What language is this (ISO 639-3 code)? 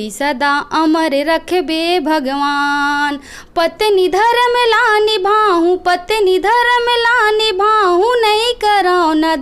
hne